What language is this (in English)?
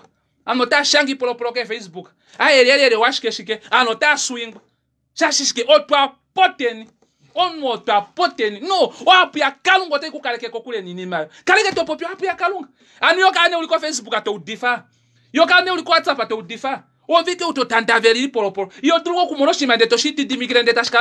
Kuanyama